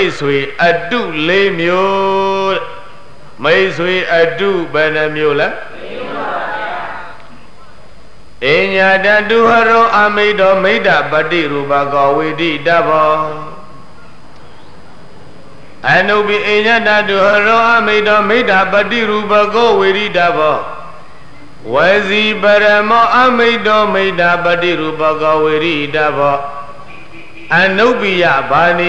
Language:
Burmese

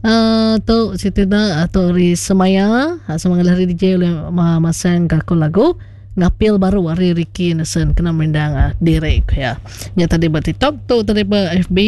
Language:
Iban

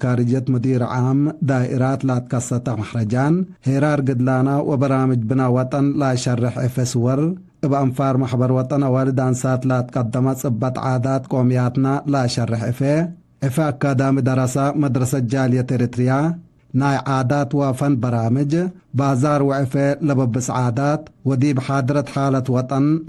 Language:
Tigre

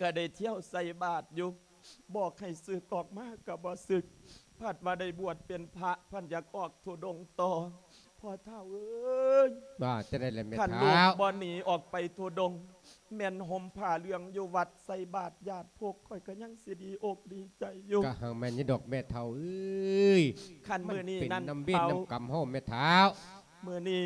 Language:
Lao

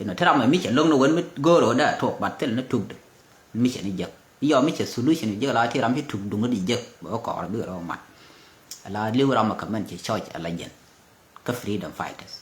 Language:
Nuer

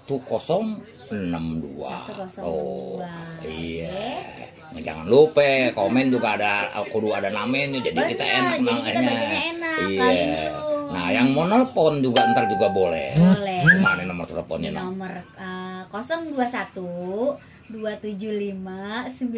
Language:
Betawi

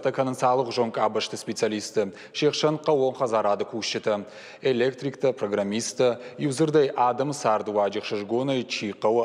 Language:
Ossetic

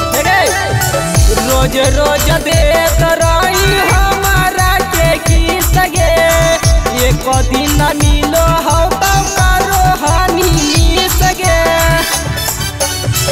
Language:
Bhojpuri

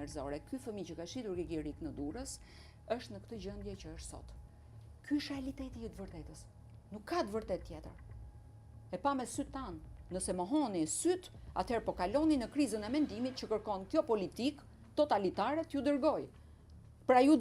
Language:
Albanian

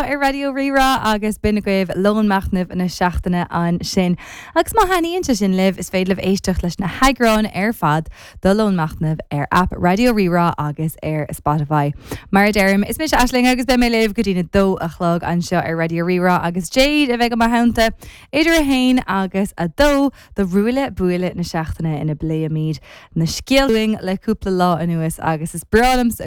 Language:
Irish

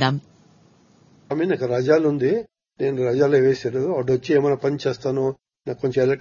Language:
Telugu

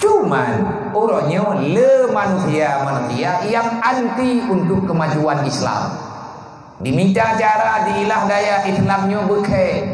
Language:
Achinese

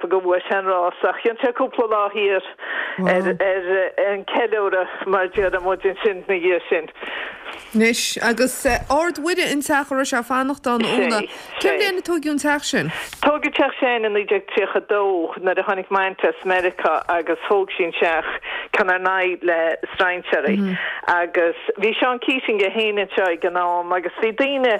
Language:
Irish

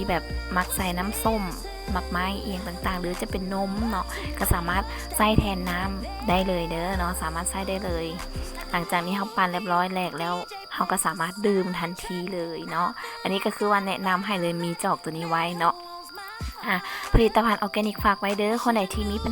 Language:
Lao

